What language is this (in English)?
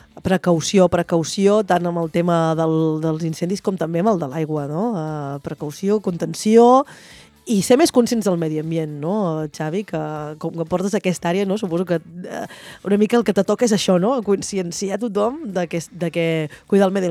Catalan